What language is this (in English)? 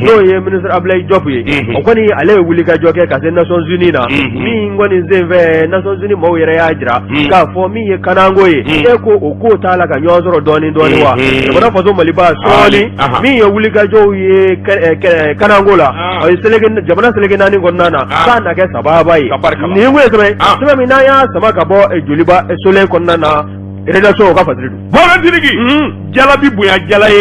Bambara